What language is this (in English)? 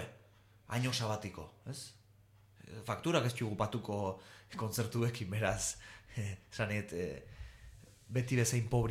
Basque